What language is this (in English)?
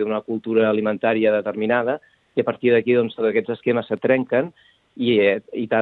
Catalan